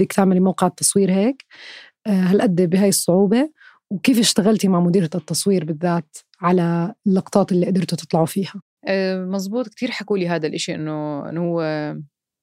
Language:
North Levantine Arabic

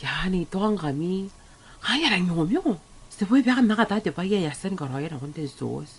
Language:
Gilbertese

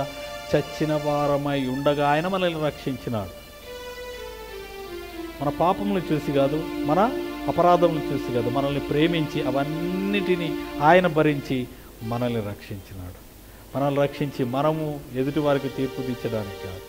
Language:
Telugu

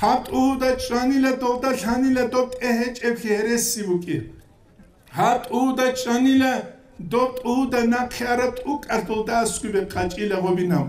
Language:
Avaric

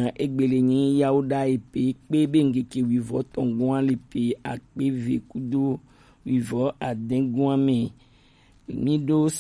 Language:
Gen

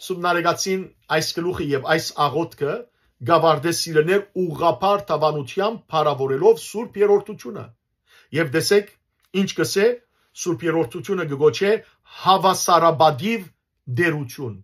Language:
Western Armenian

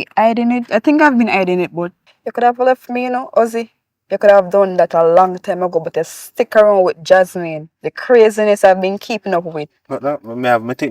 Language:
Jamaican Creole English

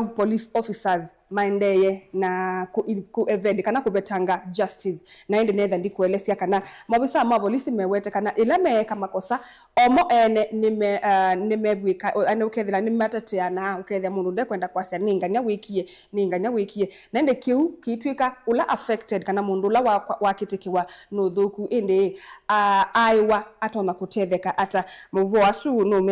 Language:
Kamba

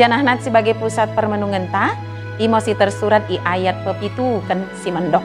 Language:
Batak Dairi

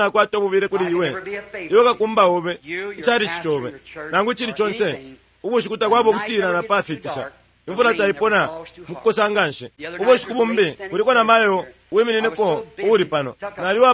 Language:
Bemba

